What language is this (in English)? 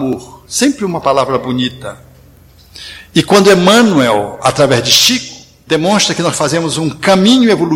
Portuguese